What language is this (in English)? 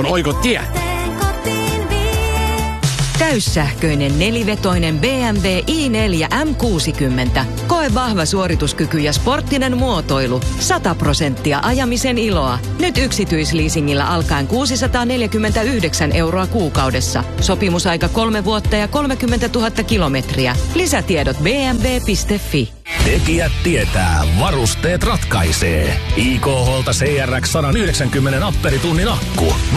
Finnish